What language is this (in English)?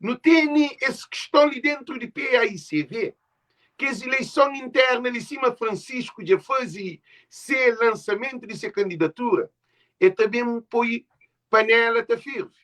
Kabuverdianu